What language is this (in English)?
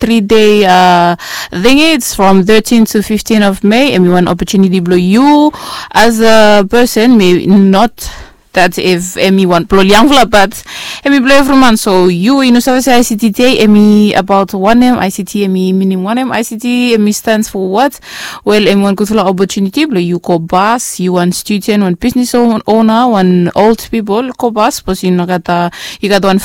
Bislama